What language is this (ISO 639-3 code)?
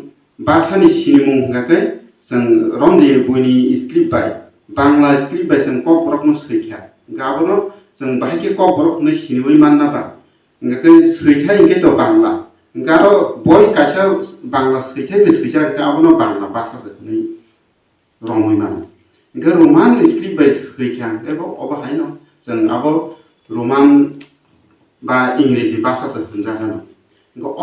trp